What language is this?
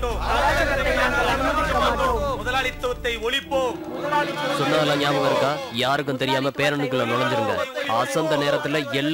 Tamil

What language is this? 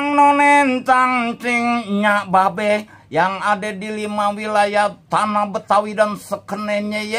Betawi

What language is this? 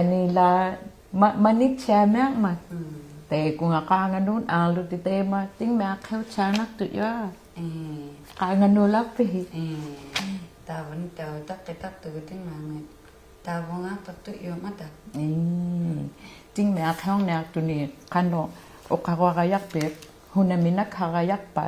Inuktitut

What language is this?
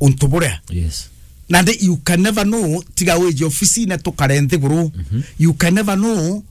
Meru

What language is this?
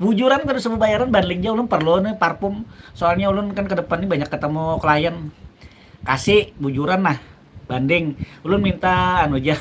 Banjar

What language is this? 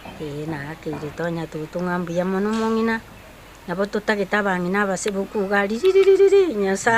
Gusii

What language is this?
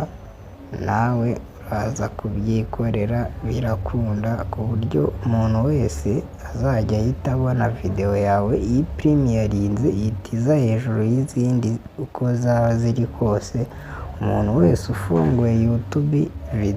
Kinyarwanda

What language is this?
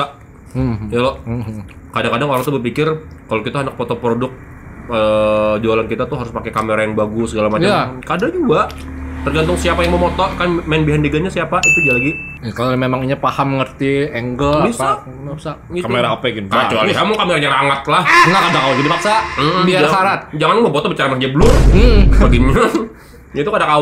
Banjar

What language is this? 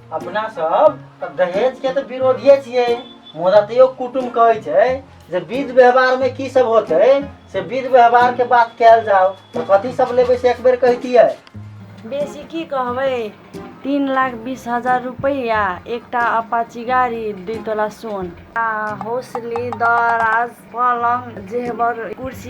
Maithili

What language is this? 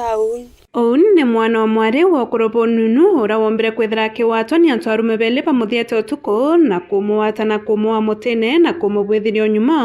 Meru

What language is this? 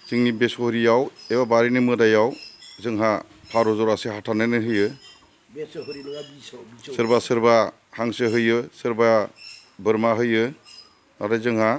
Bodo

